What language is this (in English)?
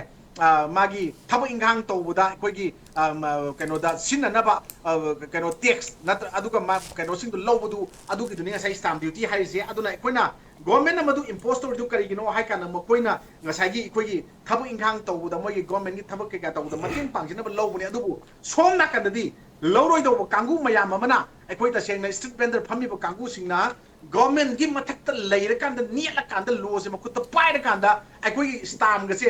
Manipuri